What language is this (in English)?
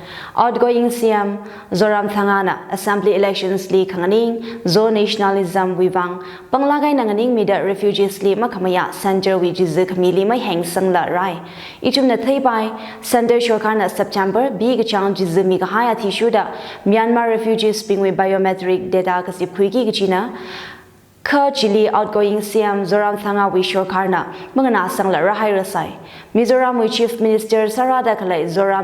Tangkhul Naga (India)